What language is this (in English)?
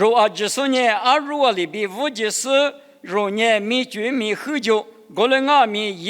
Lisu